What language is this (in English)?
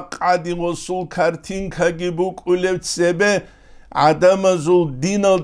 Avaric